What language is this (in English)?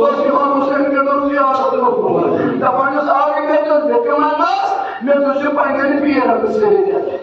Kashmiri